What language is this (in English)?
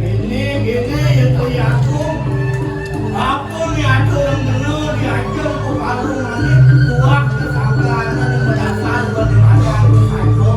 Balinese